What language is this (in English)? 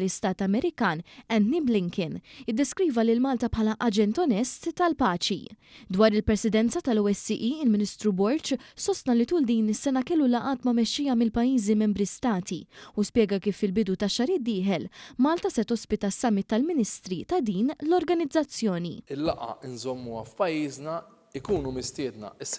Maltese